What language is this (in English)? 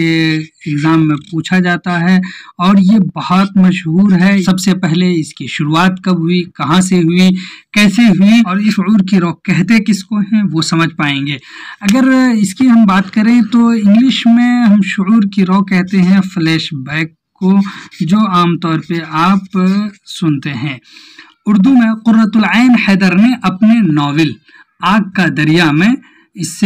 Urdu